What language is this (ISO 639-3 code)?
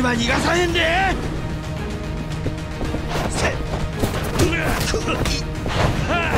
jpn